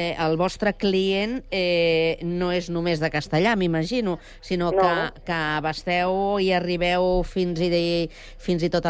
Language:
Catalan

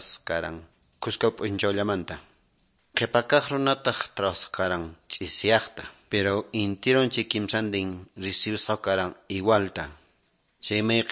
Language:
Quechua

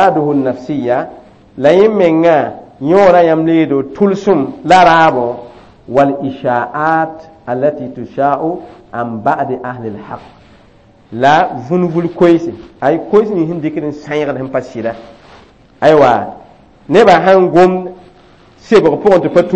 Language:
Mossi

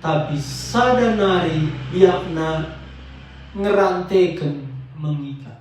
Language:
Batak Karo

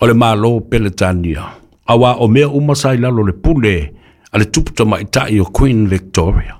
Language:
Samoan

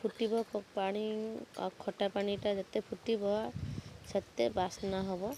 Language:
Odia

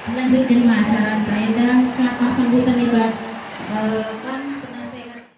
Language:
Batak Karo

